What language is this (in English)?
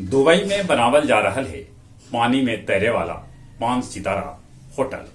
Magahi